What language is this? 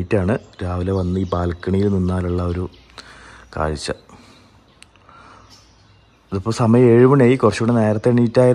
Malayalam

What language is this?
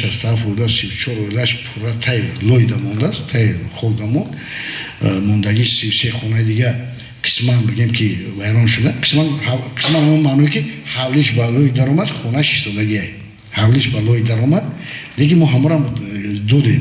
Tajik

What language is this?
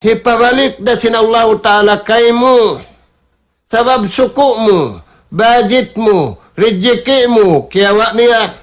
Tausug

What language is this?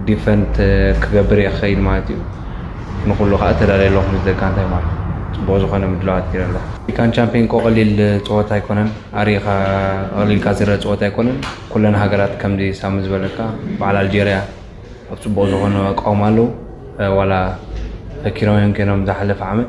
Tigrinya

